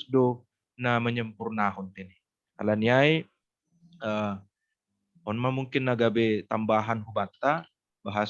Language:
Batak Simalungun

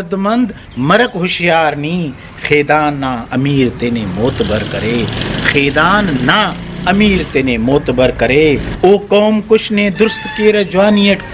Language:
Brahui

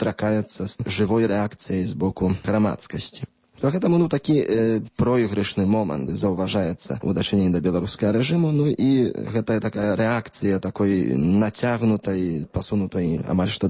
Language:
Belarusian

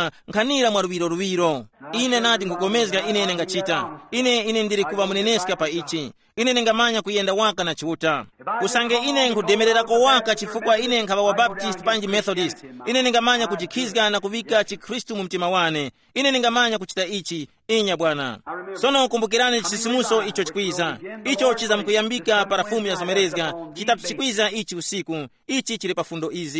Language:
Tumbuka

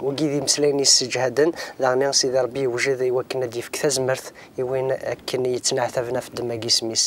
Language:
Kabyle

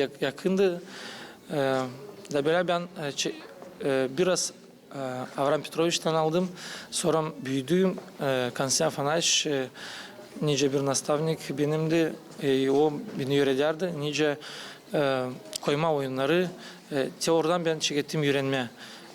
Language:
Gagauz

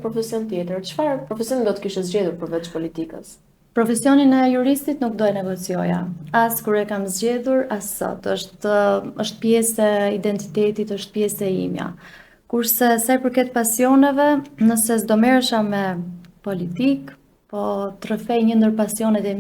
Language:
Albanian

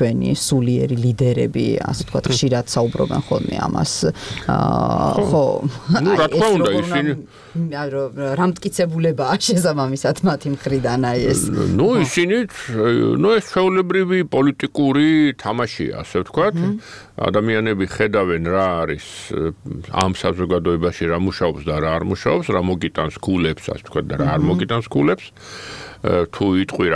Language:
Georgian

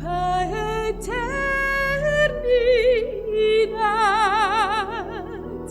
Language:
Papiamento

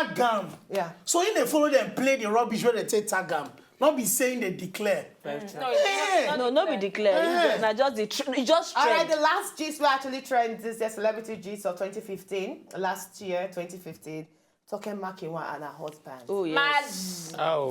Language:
Nigerian Pidgin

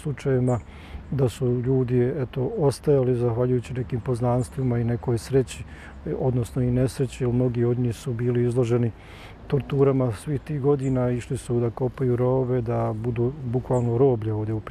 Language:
Bosnian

